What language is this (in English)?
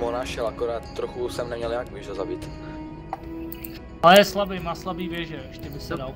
Czech